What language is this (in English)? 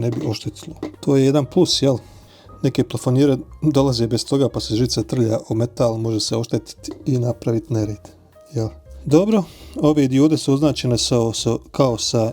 Bosnian